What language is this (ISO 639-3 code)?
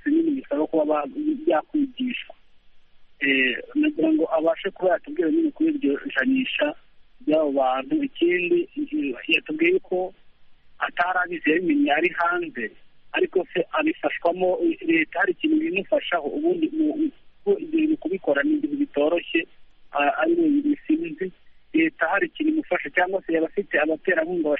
kin